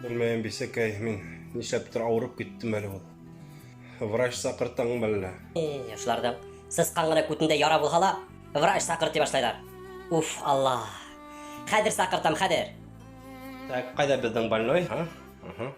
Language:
Bashkir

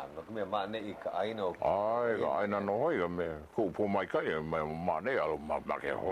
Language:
Hawaiian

